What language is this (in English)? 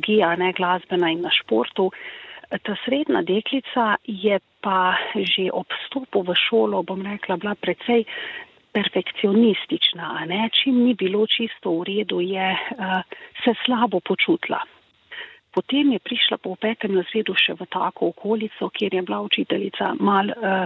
Slovenian